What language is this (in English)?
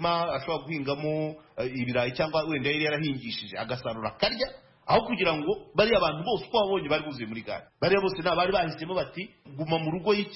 Kinyarwanda